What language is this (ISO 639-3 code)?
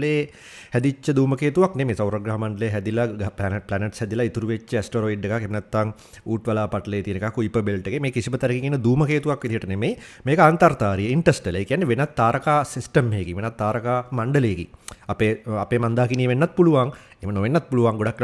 sin